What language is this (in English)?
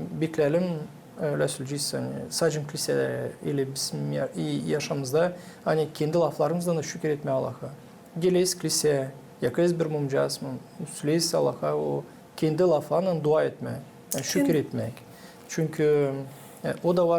Gagauz